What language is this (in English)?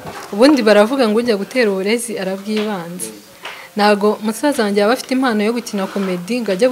Kinyarwanda